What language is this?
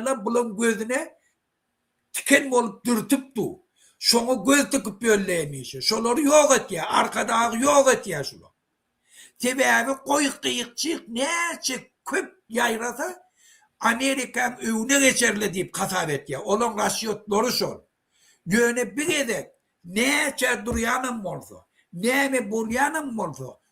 Turkmen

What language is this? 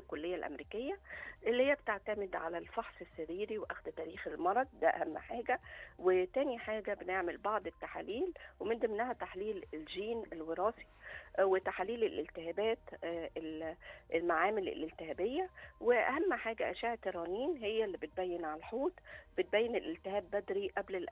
Egyptian Arabic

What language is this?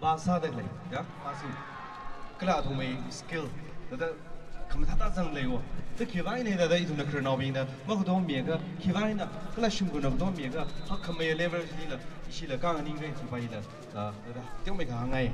Tangkhul Naga (India)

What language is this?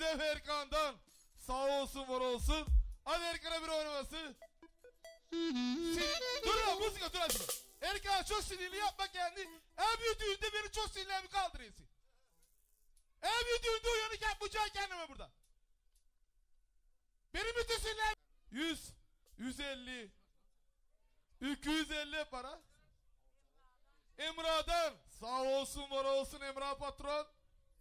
Turkish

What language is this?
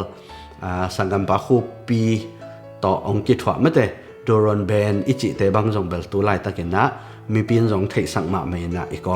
Tedim Chin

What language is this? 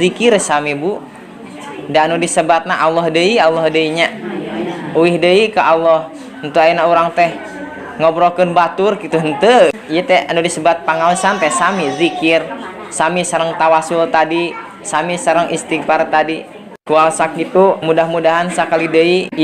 Sundanese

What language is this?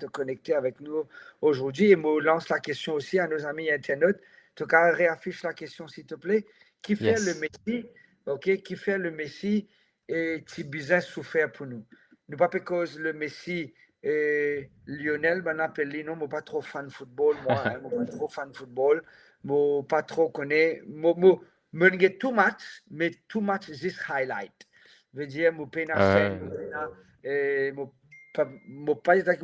Morisyen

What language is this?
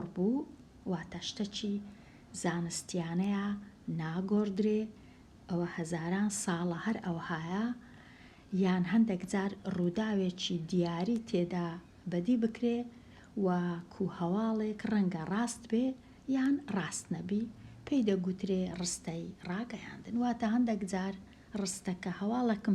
Central Kurdish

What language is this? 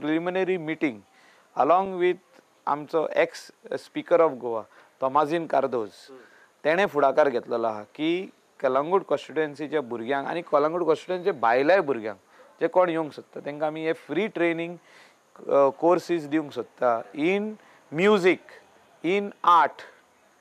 Konkani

